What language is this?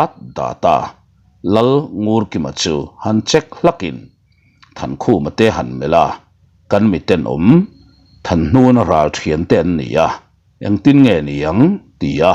Mizo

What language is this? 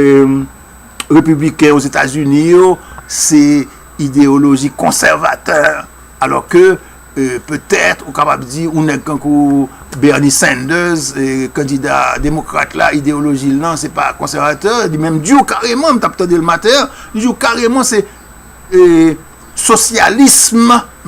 Haitian Creole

